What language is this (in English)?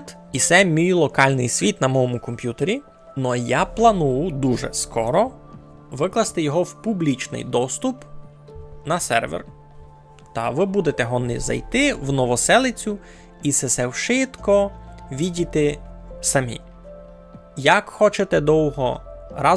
Rusyn